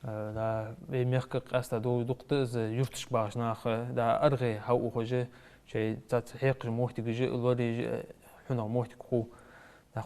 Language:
Ingush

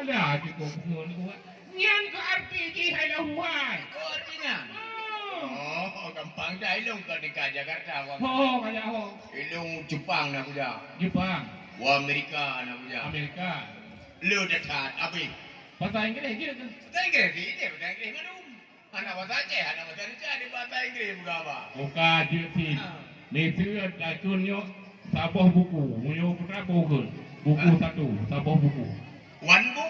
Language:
Achinese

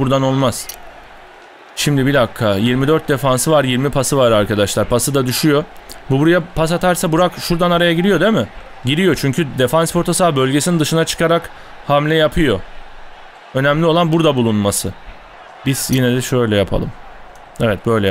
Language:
Turkish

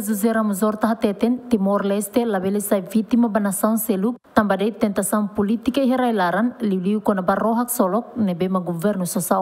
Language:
Tetum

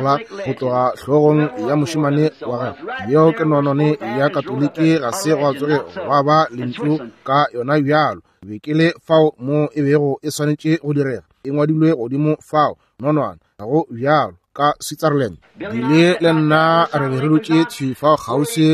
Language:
Northern Sotho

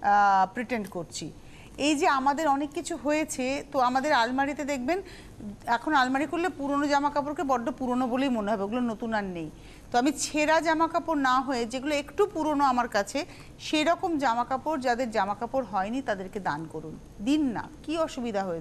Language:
Bangla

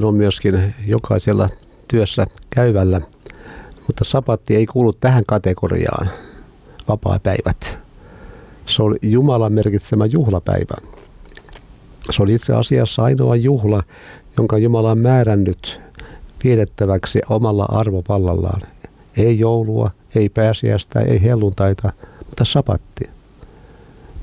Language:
Finnish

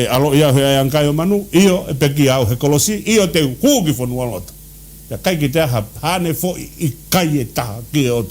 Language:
Tongan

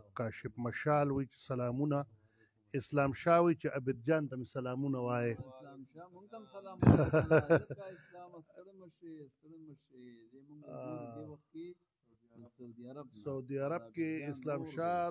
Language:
Pashto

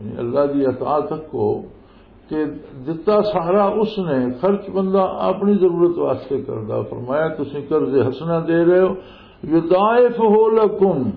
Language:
Western Panjabi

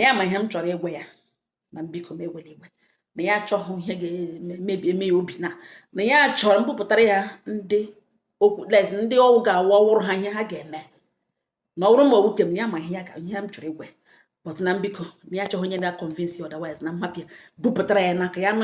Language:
Igbo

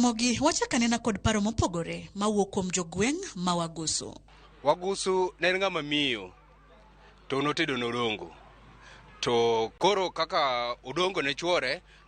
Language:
Luo (Kenya and Tanzania)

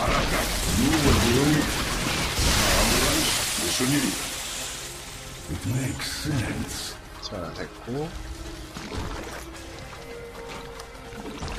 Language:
Korean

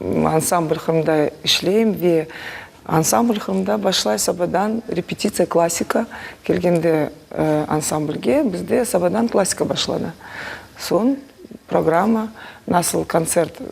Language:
Crimean Tatar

